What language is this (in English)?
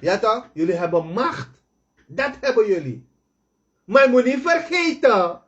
Sranan Tongo